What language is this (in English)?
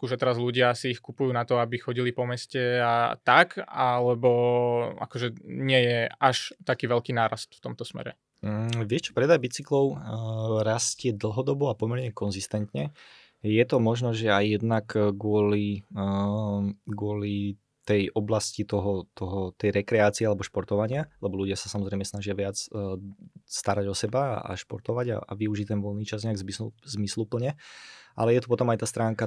Slovak